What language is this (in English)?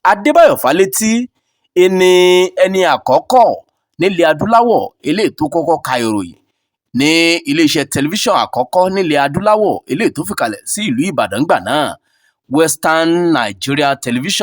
Yoruba